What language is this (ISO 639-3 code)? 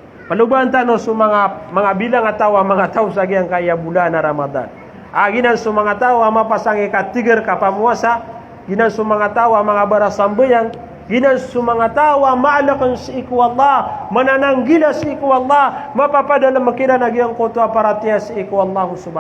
mrw